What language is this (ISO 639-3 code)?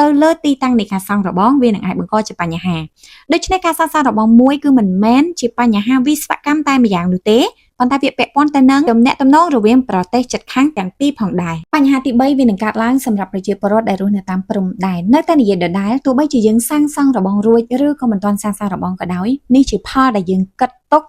khm